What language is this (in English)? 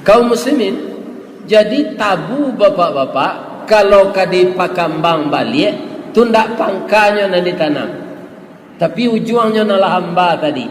Minangkabau